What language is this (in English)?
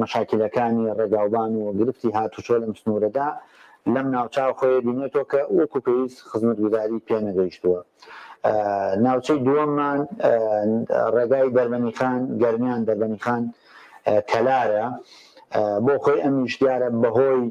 Central Kurdish